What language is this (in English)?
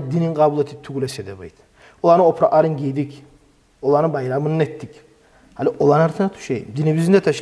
Kumyk